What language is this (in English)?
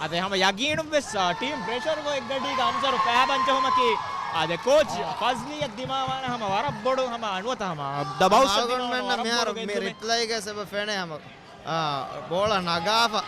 Divehi